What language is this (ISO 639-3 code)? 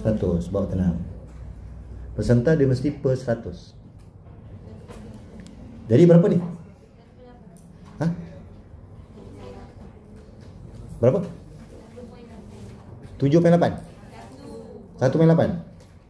msa